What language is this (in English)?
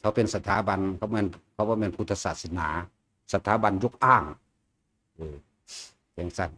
Northeastern Thai